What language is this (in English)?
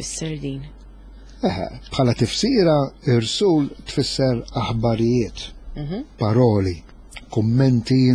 Maltese